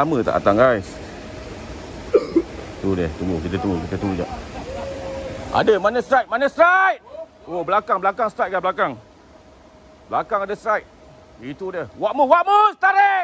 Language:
Malay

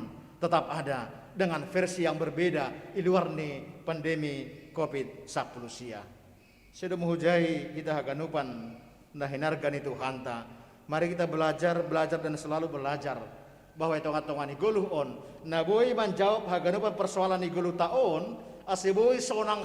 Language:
Batak Simalungun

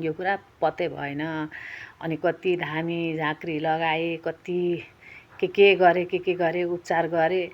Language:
Nepali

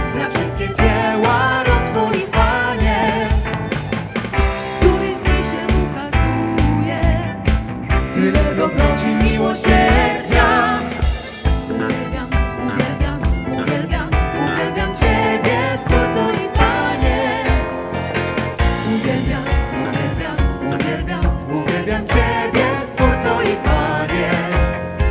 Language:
Polish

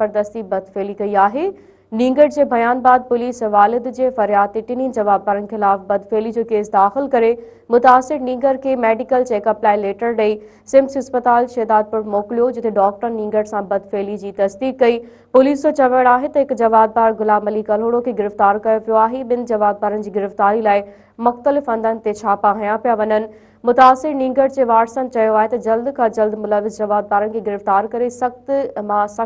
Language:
Sindhi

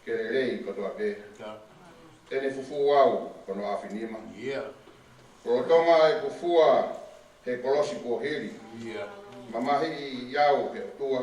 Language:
Tongan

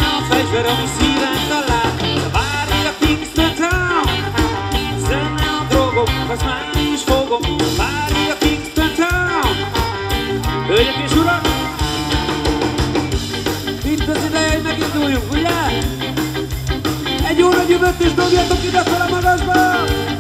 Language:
Hungarian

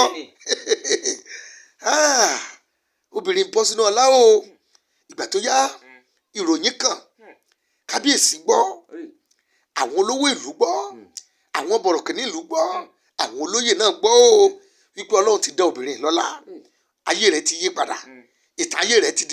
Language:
Yoruba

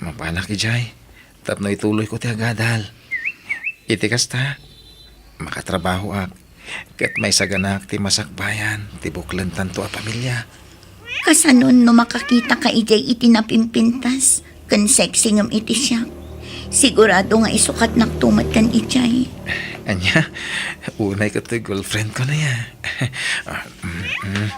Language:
Iloko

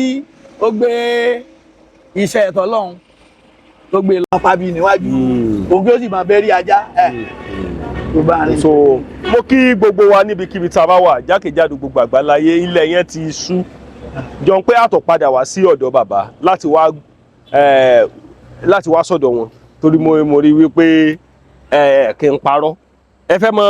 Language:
Yoruba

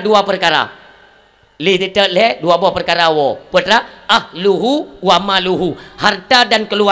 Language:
Achinese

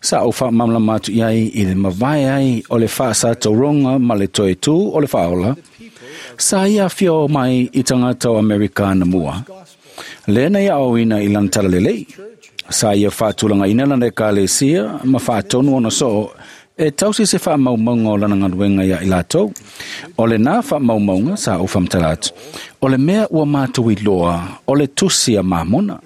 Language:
Samoan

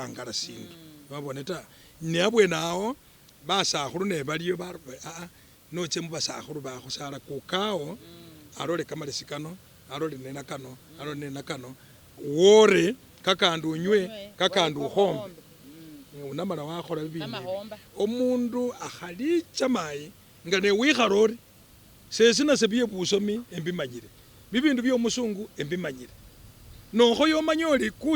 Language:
Masaaba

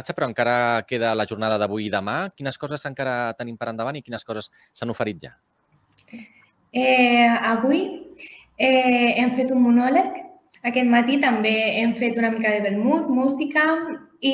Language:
Catalan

